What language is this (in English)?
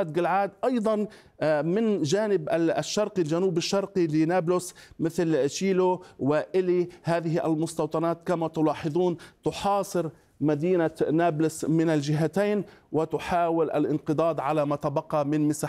Arabic